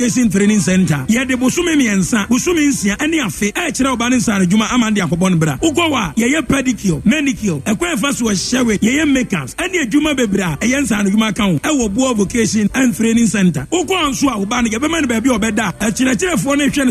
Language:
Akan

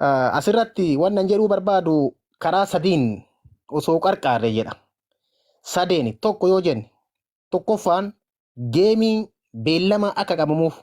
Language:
Oromo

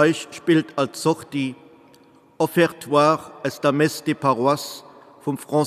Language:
Luxembourgish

